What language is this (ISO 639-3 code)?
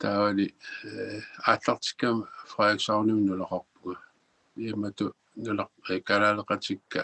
kal